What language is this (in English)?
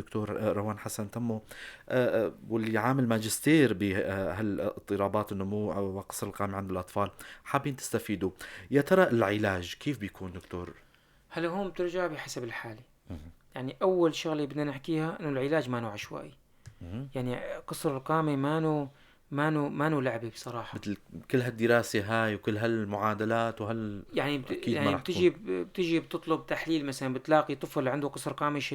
North Levantine Arabic